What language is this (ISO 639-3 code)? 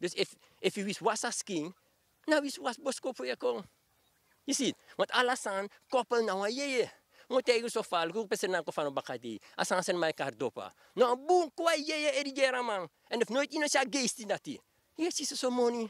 srn